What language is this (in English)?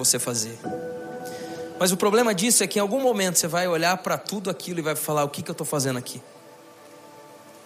Portuguese